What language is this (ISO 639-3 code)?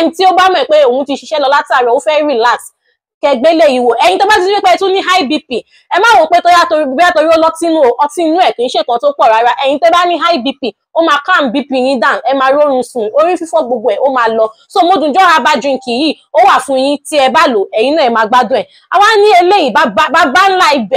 yor